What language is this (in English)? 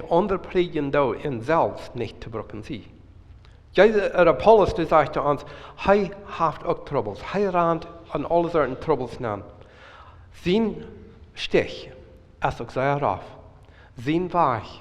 Plautdietsch